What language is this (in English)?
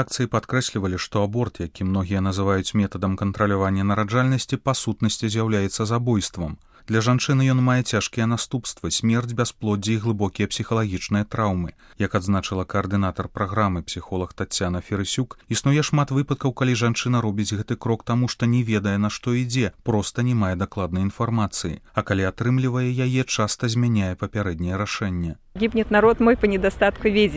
Belarusian